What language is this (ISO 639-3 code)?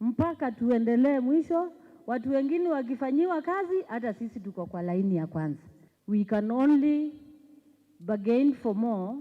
kam